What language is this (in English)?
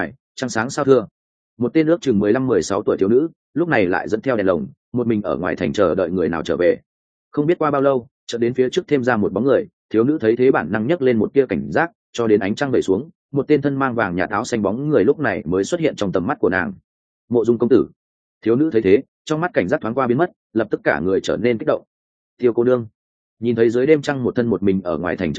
Vietnamese